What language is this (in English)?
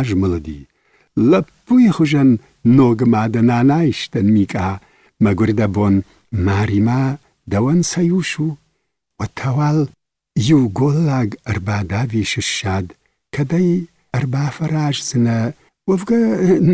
Ossetic